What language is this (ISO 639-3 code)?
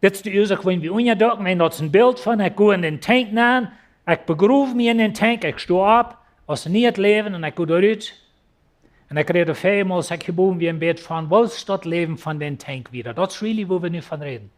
pdt